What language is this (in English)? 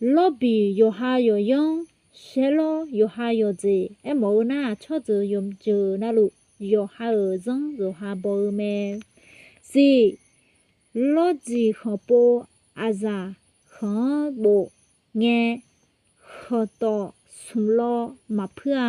Akha